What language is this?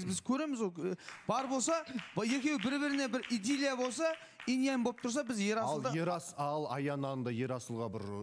Kazakh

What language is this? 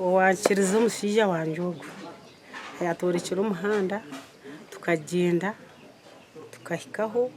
Nyankole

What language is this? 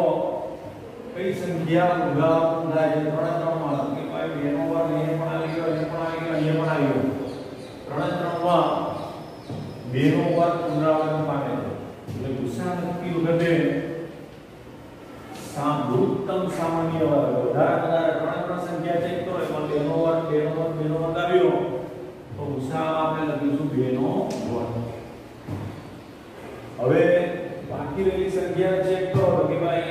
Gujarati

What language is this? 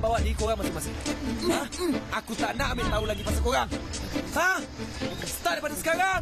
Malay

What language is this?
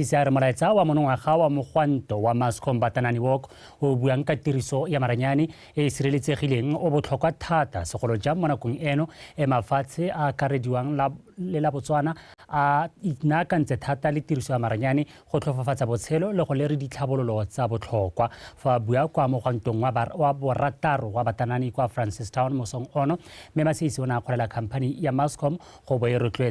Tswana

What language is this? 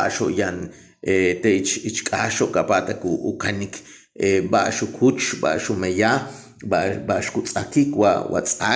Yucateco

